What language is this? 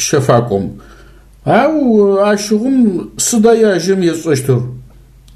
Adyghe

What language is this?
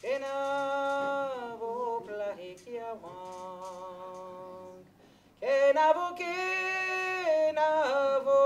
Breton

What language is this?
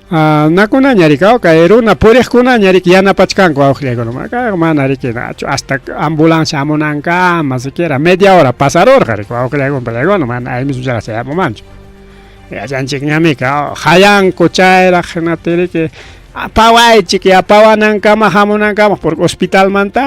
Ayacucho Quechua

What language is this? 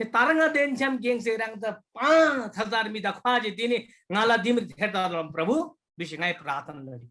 Eastern Tamang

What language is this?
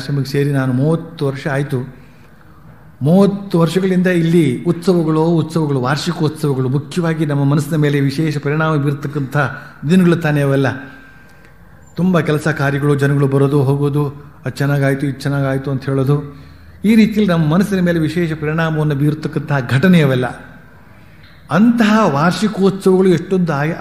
Kannada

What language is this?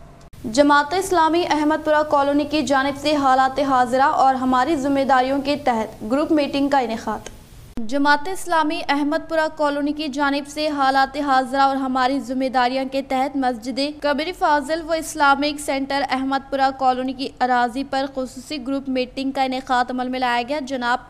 Urdu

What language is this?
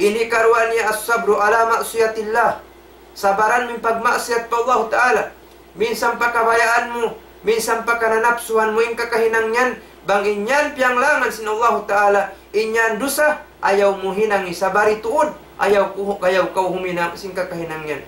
Tausug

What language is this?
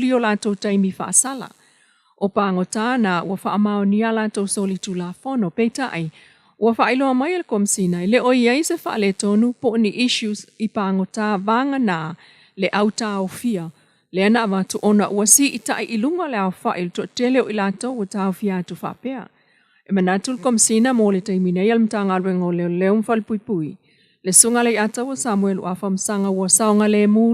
Samoan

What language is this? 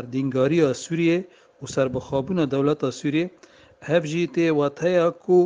Kurdish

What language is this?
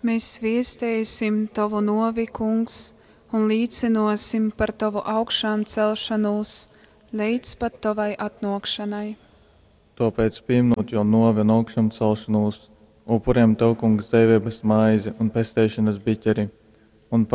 Latgalian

